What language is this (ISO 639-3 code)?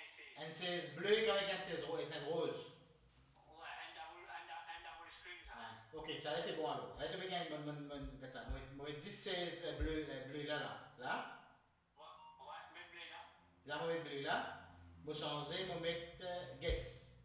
mfe